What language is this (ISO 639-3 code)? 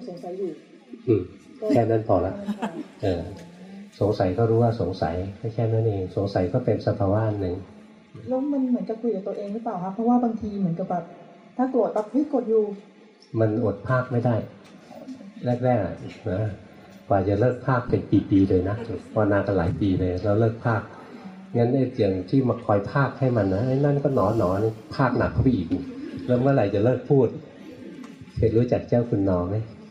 tha